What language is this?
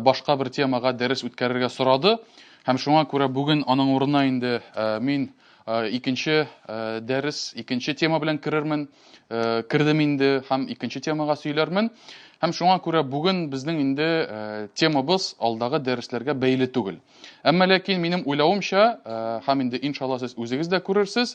Tatar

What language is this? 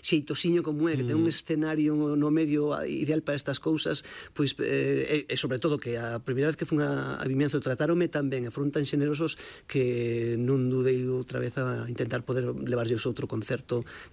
Galician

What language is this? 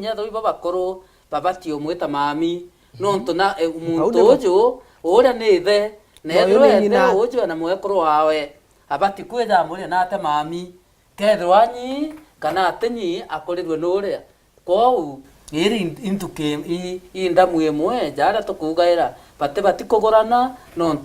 Meru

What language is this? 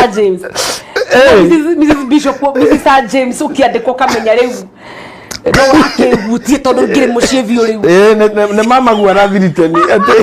Kikuyu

